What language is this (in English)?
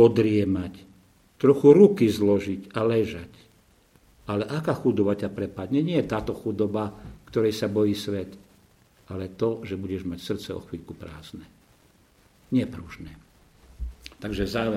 Slovak